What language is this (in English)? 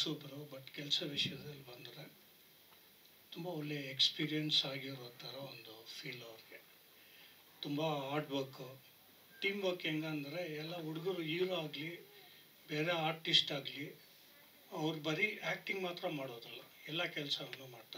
Kannada